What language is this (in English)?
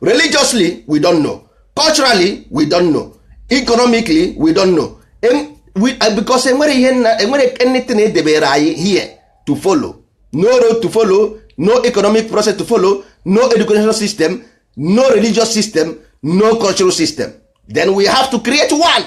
Igbo